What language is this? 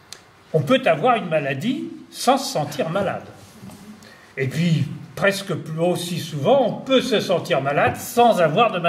French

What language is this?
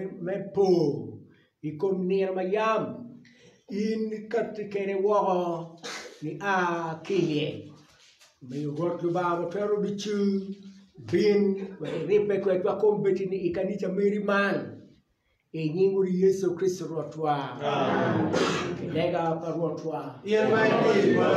Acoli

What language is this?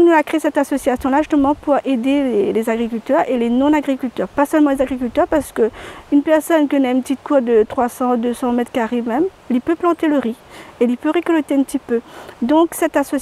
Réunion Creole French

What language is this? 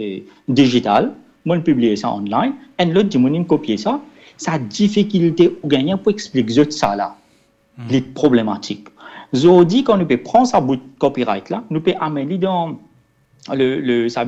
Morisyen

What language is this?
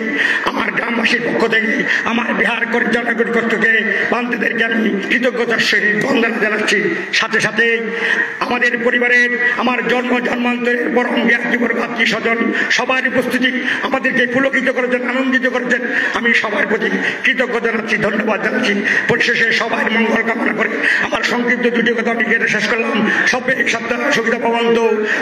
Bangla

